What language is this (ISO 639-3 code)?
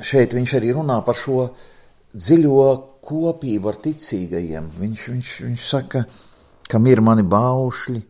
lav